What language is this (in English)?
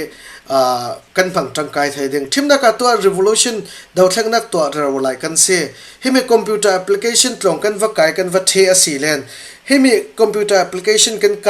Falam Chin